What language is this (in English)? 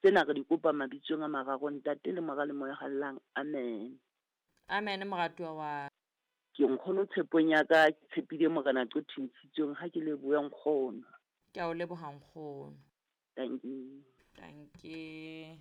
Southern Sotho